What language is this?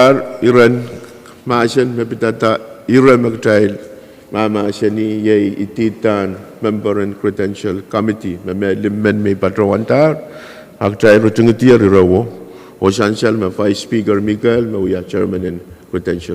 Pohnpeian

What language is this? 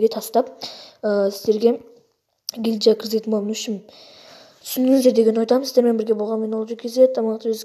Kazakh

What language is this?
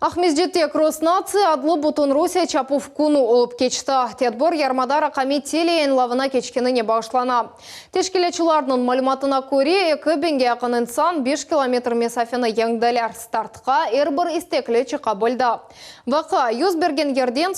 Crimean Tatar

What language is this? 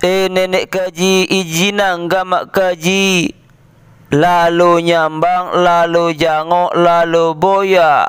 Sasak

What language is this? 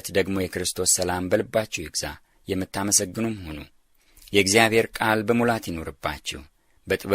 Amharic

